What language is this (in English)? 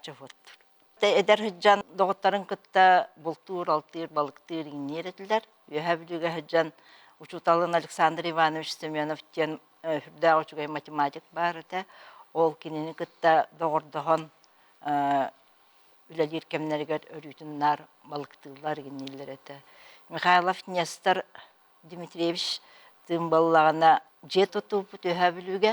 Yakut